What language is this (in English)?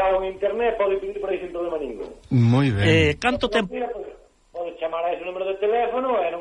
Galician